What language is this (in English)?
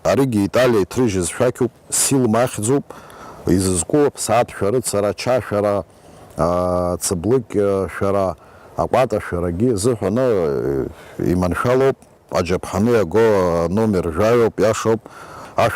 Abkhazian